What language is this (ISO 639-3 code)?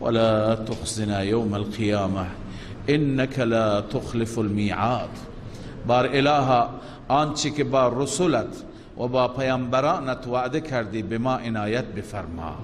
fas